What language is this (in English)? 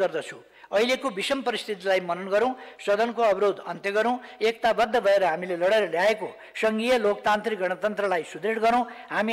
Nepali